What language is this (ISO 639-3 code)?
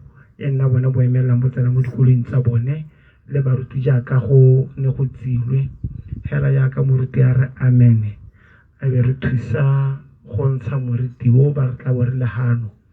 tsn